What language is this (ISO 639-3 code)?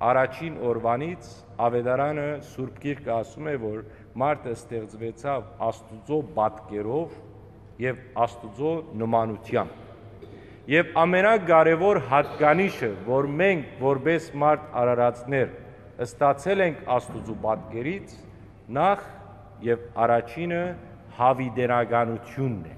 hyw